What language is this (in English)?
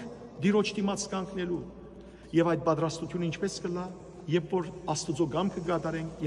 Western Armenian